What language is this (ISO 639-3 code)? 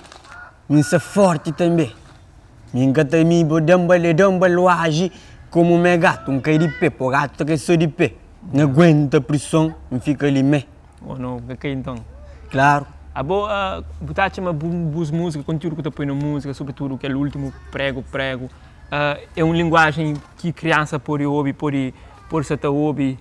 kea